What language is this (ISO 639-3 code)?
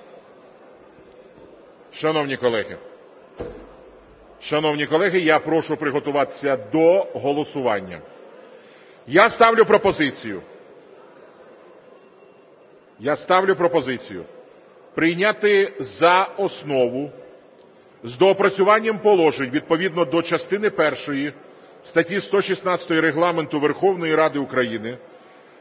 ukr